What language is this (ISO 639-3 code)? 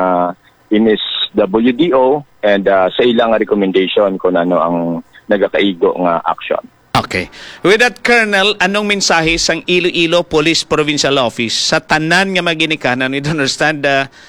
hil